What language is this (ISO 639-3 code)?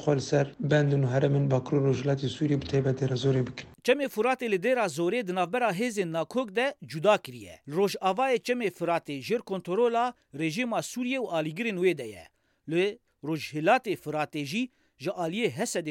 kur